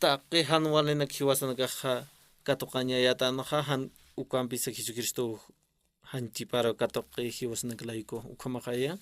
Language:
Aymara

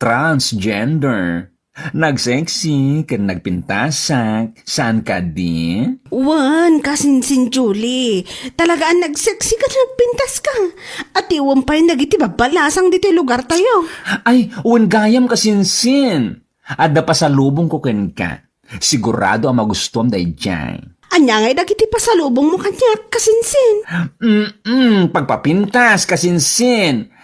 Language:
Iloko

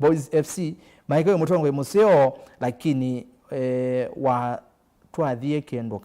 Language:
Kamba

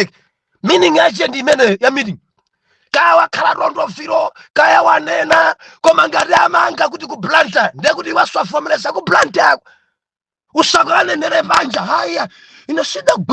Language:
Nyanja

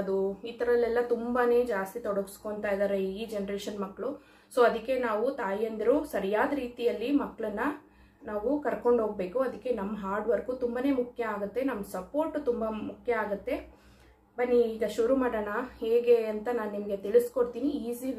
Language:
Kannada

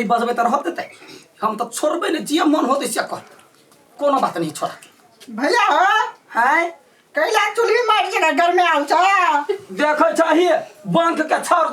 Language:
Maithili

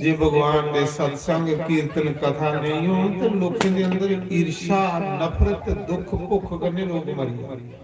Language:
Dogri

